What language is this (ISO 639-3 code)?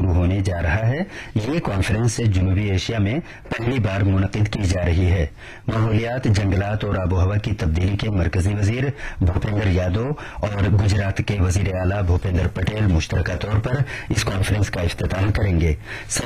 urd